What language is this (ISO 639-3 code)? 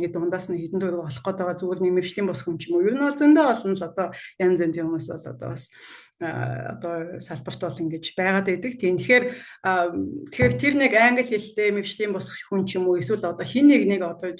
mon